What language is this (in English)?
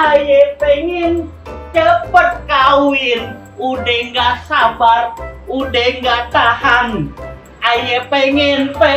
Betawi